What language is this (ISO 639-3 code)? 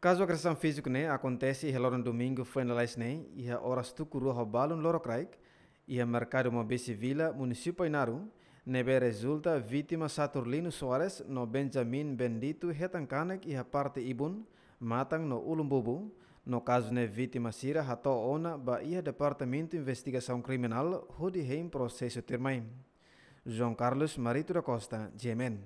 tet